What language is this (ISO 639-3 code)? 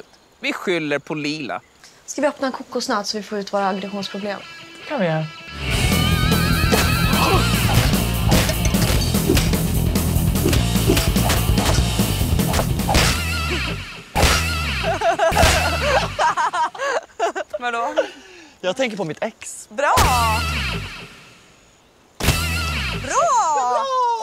swe